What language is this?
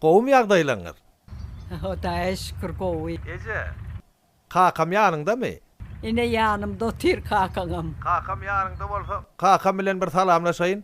Turkmen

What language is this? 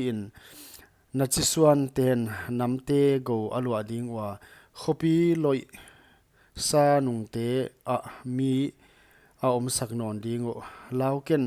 Paite Chin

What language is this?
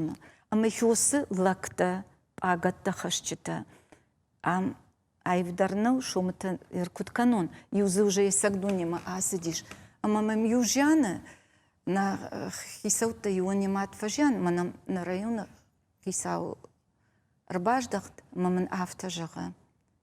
Ossetic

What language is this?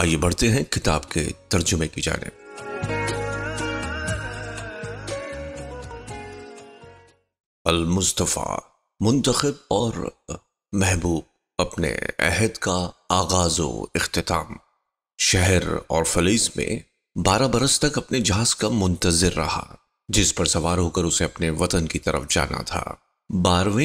Urdu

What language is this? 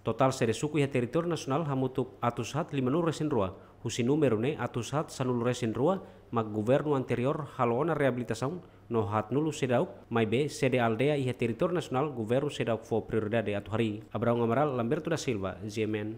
Tetum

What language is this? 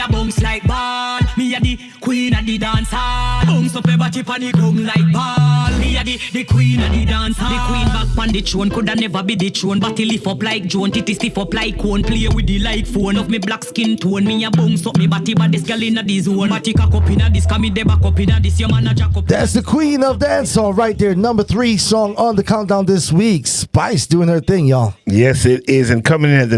Jamaican Creole English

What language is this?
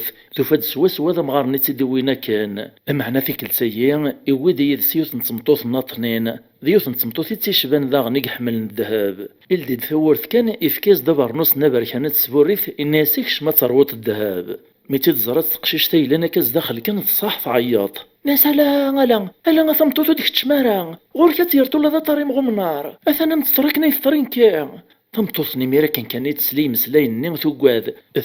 Kabyle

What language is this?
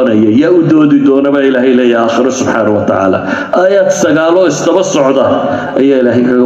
Somali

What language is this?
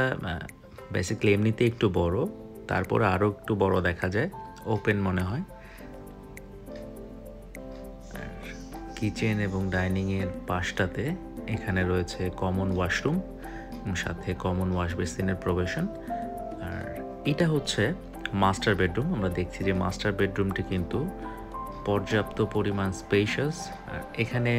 Bangla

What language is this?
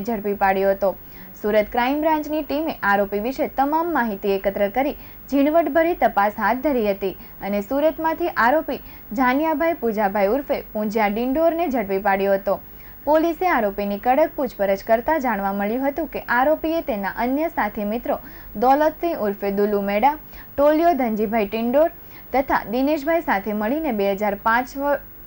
Gujarati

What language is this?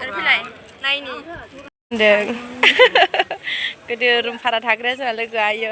Bodo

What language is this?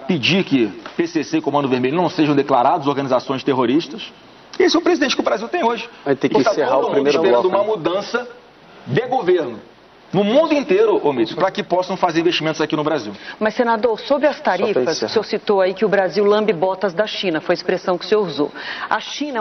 Portuguese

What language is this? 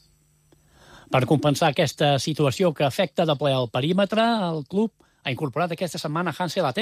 Catalan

